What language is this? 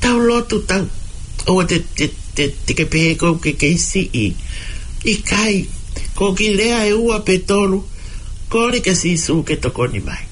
Tongan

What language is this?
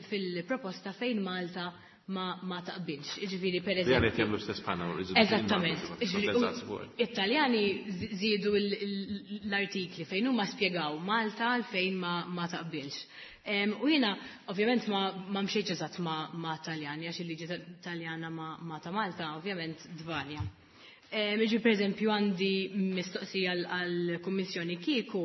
Maltese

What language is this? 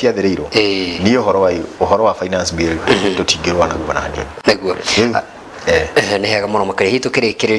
Kikuyu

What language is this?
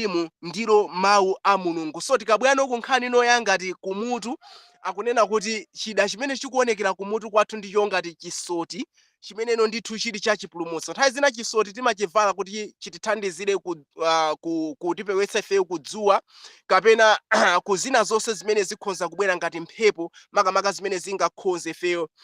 Nyanja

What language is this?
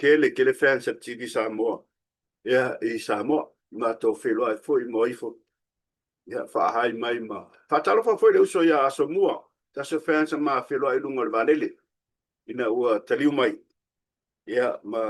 Samoan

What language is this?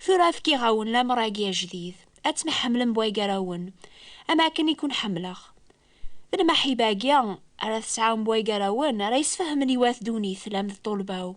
Kabyle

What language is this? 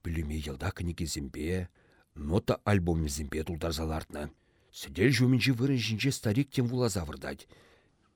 Chuvash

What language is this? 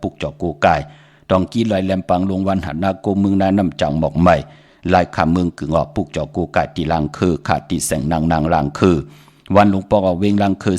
Shan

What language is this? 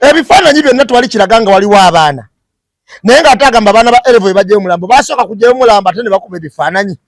Ganda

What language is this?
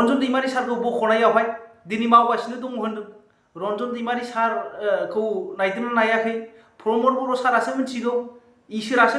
Bodo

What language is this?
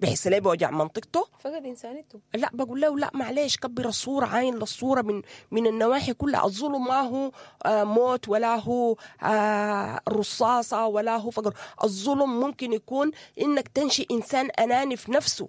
Sudanese Arabic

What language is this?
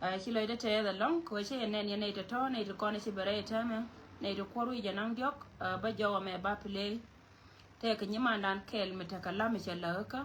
Nuer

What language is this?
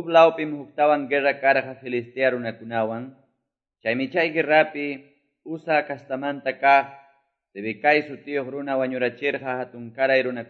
Quechua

